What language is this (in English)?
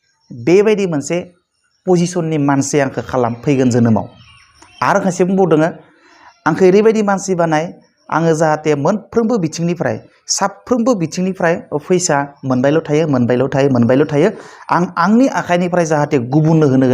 Bodo